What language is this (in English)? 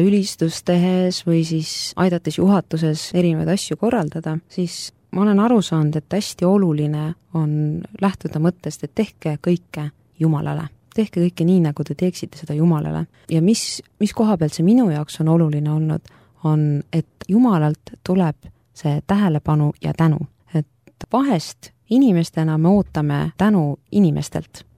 Estonian